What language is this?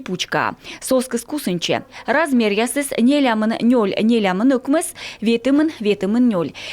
Komi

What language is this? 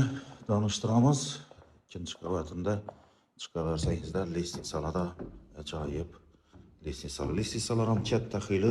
Uzbek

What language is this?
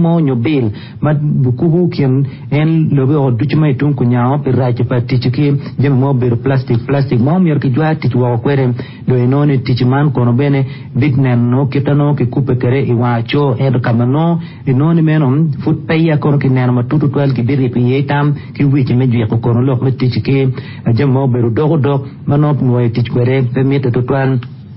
Acoli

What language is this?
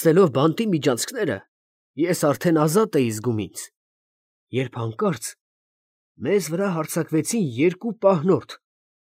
Armenian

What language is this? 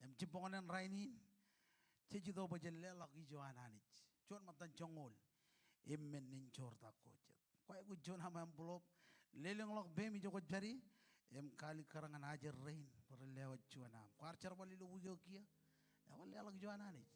Marshallese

